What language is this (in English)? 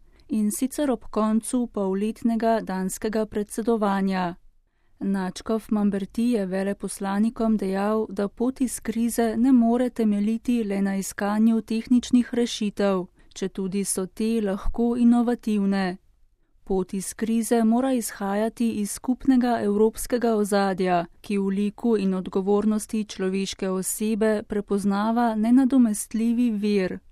Slovenian